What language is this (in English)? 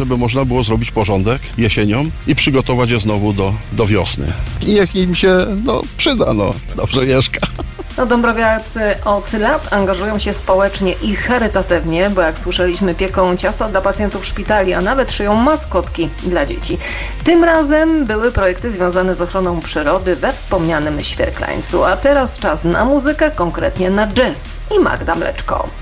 Polish